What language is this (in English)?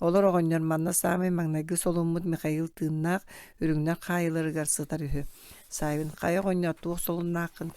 Yakut